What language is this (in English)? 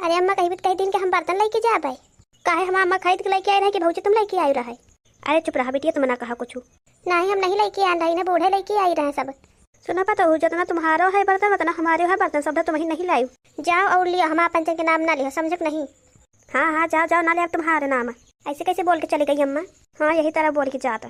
Awadhi